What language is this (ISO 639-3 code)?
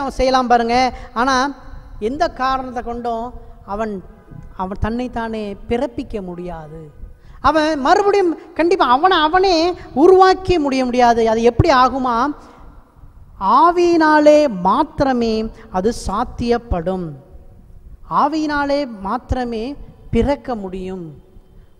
tam